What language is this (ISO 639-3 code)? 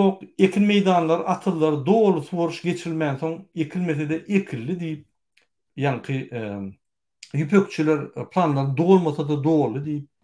tuk